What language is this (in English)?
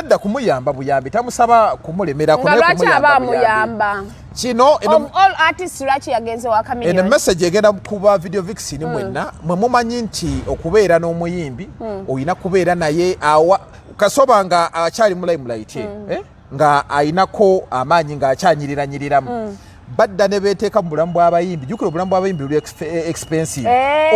Ganda